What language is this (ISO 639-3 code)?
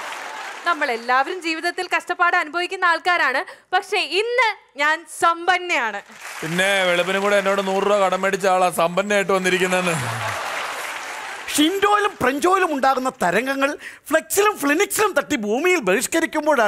mal